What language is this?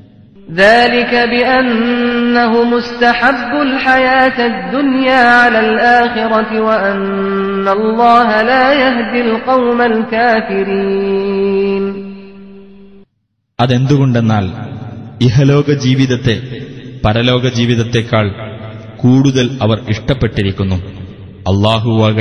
Malayalam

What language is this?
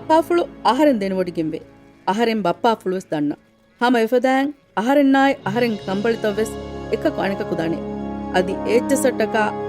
Divehi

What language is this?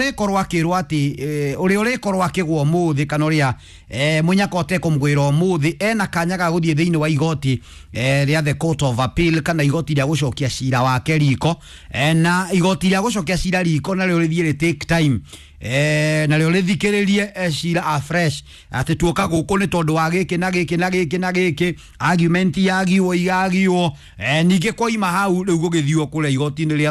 Kikuyu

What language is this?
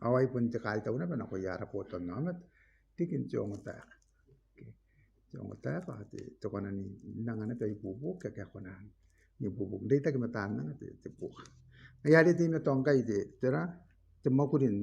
Gilbertese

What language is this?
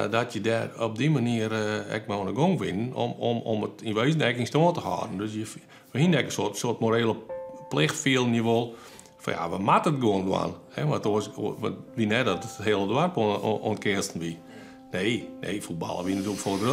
Western Frisian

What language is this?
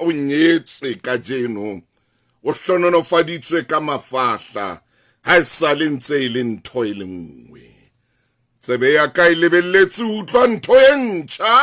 Southern Sotho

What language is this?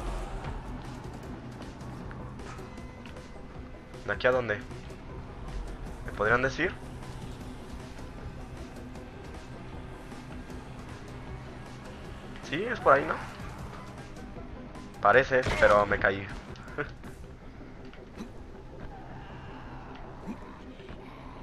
Spanish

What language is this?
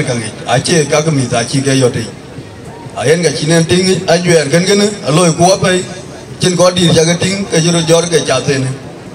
Dinka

